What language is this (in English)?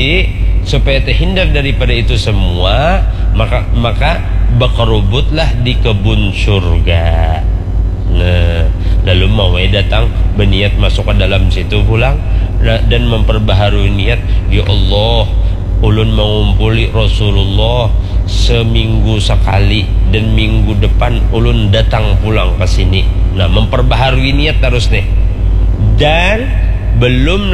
Banjar